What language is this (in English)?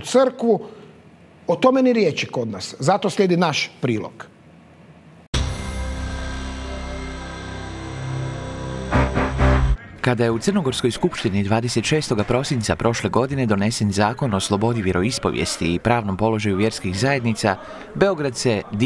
Croatian